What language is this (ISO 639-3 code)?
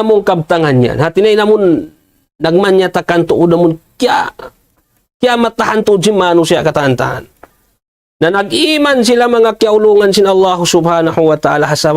tsg